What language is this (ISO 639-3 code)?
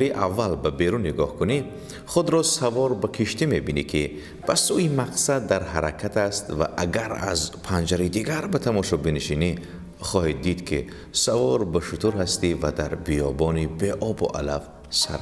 tgk